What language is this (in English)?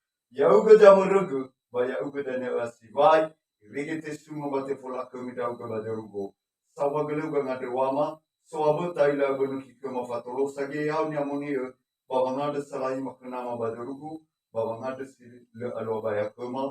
Nias